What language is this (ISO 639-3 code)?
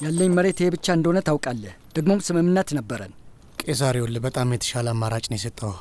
amh